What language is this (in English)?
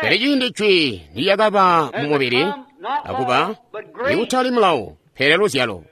Tonga (Zambia)